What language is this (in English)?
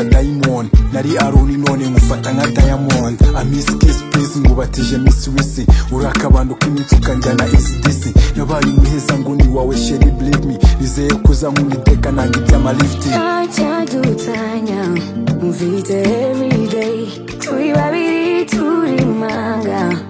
Kinyarwanda